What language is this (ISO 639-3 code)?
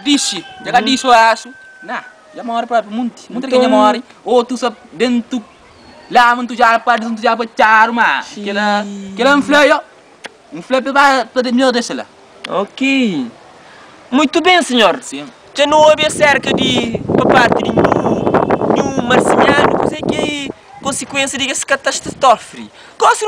kea